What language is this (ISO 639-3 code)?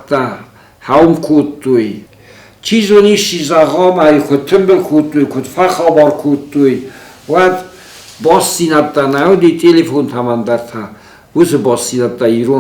oss